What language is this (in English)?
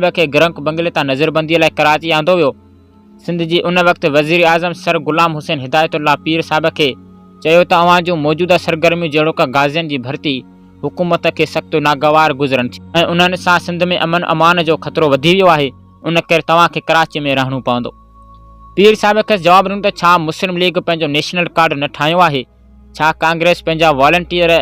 Sindhi